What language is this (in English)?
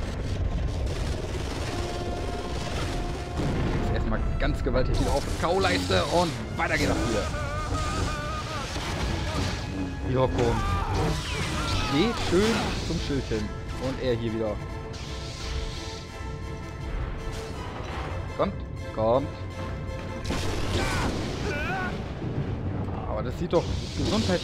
German